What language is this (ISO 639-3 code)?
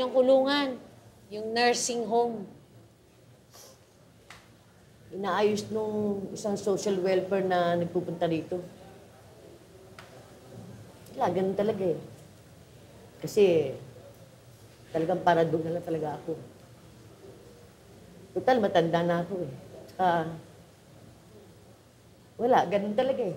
fil